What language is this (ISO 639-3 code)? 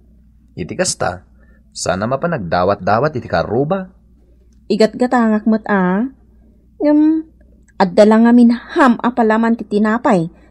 ilo